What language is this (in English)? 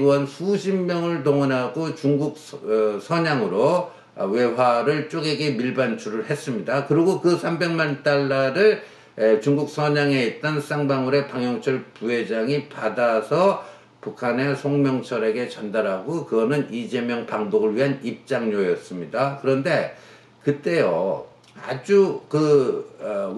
Korean